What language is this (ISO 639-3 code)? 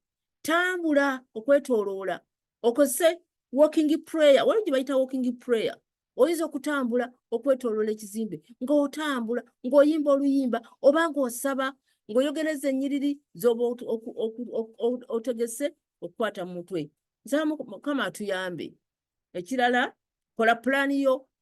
lug